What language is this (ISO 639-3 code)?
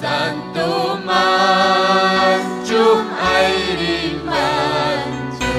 quy